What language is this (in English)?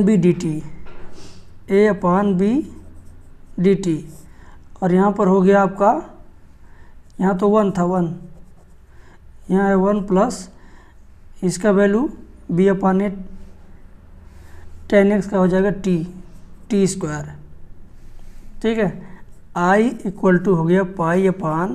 Hindi